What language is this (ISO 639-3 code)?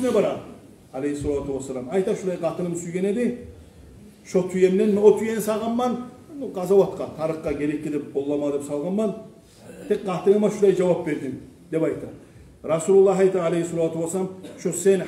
kum